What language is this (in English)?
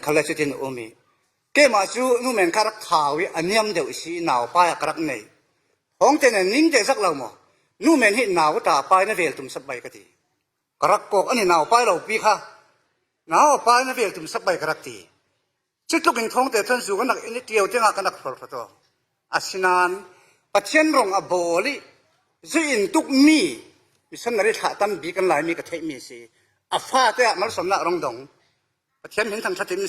Falam Chin